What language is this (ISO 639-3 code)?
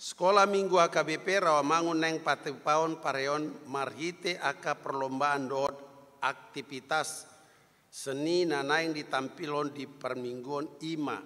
bbc